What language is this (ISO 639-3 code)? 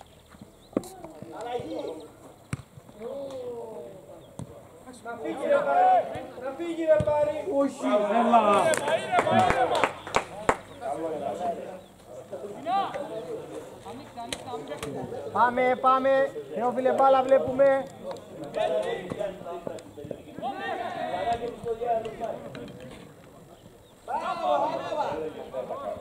ell